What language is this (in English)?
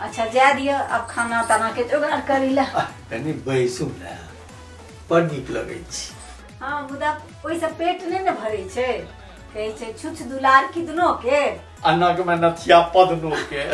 Maithili